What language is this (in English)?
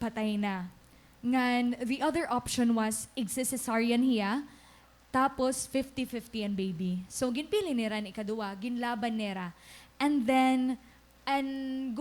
Waray